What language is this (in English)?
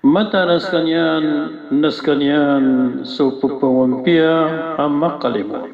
Maranao